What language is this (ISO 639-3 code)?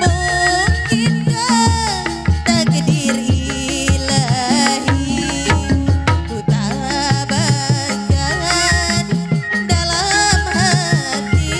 bew